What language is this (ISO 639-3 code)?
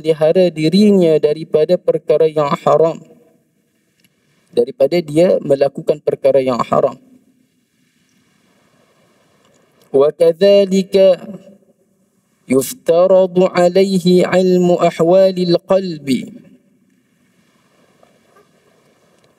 msa